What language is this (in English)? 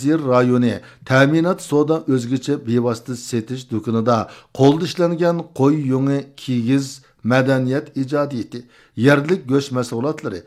Uyghur